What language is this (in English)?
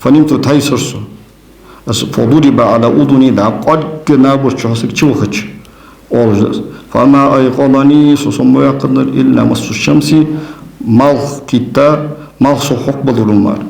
Ingush